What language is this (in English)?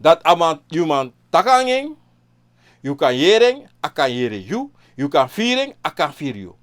Sranan Tongo